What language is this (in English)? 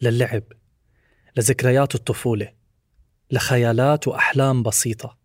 North Levantine Arabic